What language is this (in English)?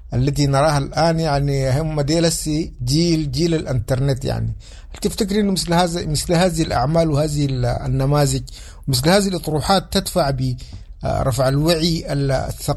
Sudanese Arabic